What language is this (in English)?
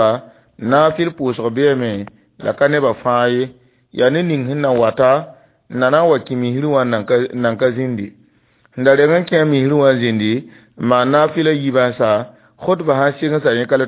Mossi